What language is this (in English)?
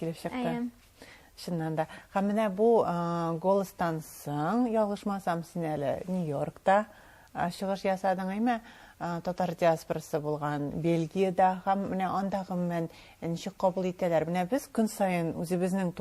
Tatar